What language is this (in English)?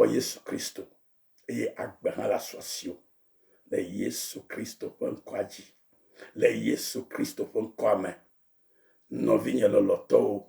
Ewe